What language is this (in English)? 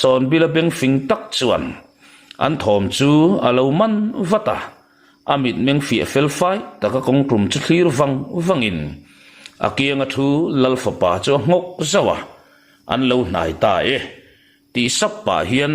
Mizo